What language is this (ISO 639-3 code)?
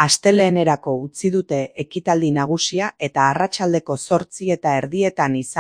eus